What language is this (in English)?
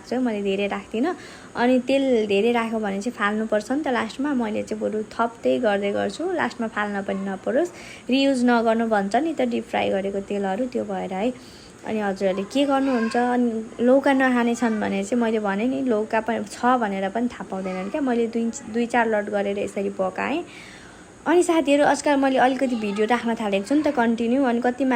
Nepali